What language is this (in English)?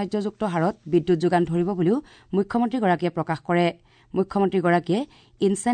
Assamese